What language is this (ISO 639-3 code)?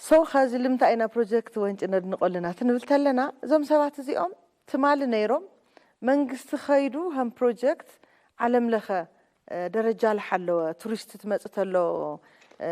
tir